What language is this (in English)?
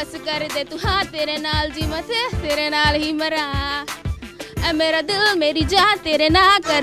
Punjabi